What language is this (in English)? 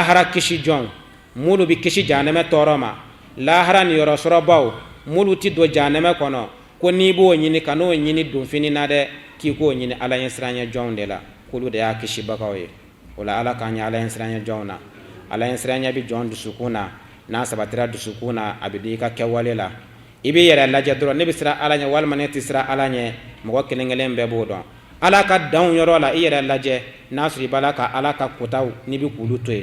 Bambara